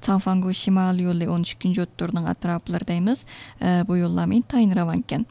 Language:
Uyghur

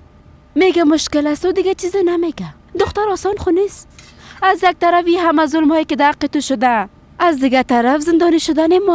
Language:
Persian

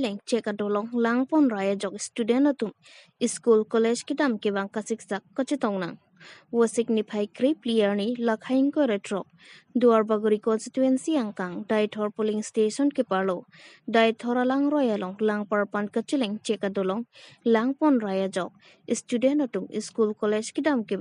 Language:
Karbi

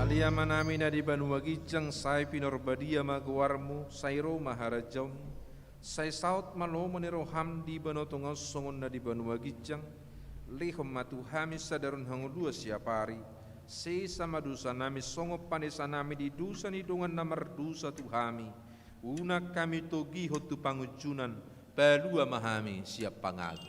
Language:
Batak Toba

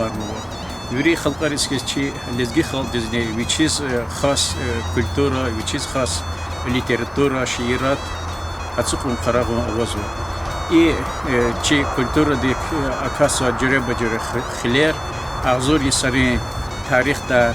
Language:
Lezghian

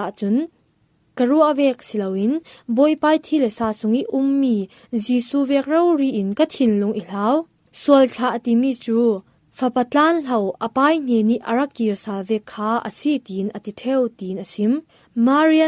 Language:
Falam Chin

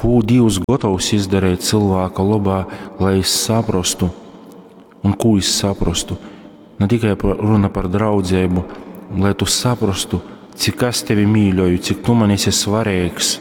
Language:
Latgalian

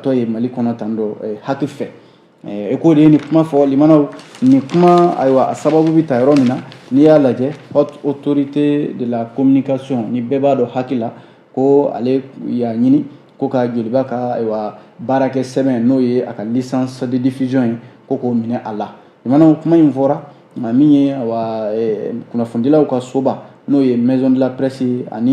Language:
Bambara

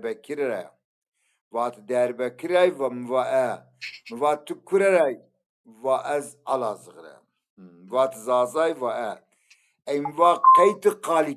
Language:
Zaza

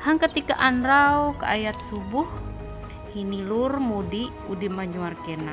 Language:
Ma'anyan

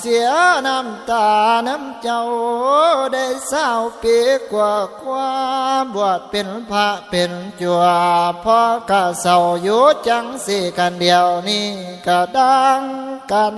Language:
Northeastern Thai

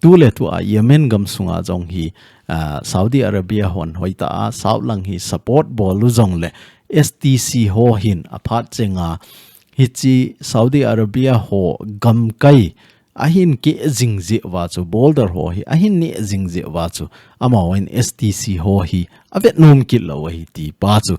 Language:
Thado Chin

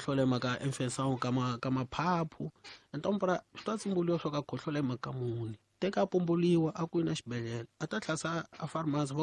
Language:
Tsonga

